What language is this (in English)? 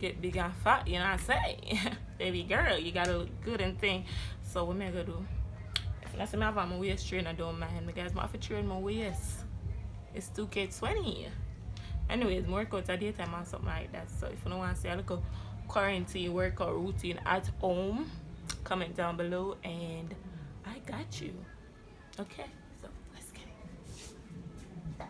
Jamaican Creole English